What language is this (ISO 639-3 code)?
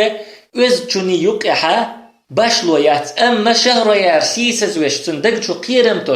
che